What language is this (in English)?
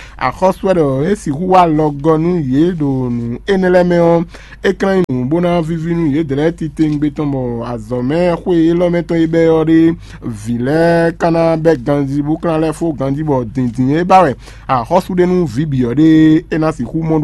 Fon